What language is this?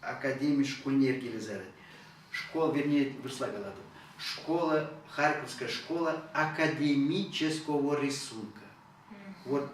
Chuvash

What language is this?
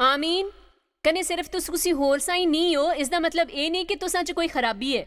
Dogri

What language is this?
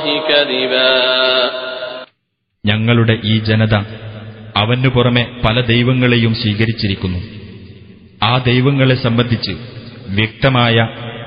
Malayalam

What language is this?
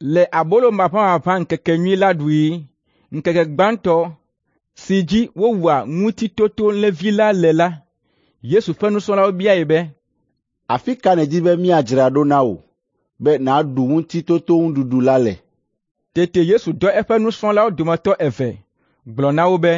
Ewe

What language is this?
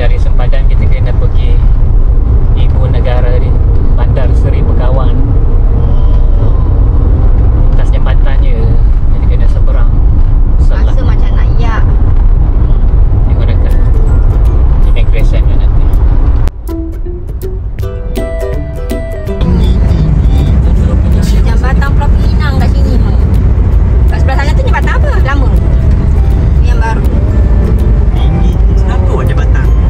Malay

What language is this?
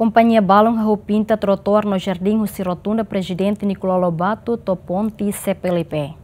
Tetum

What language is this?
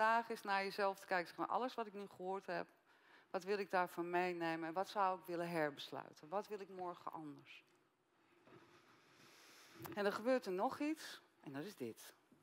Dutch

